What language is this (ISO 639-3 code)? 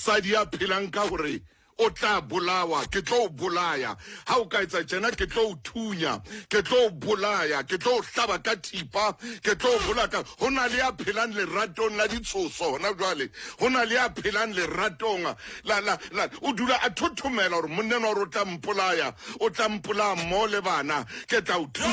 sot